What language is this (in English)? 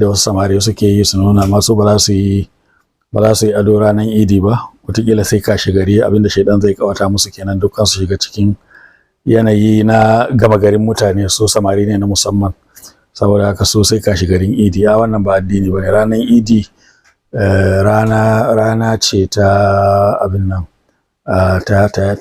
Hausa